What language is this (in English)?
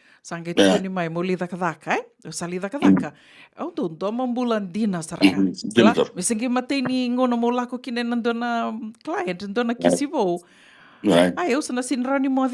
Fijian